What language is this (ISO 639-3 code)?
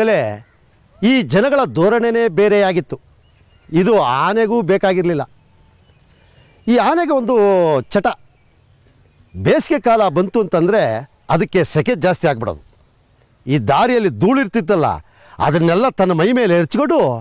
kan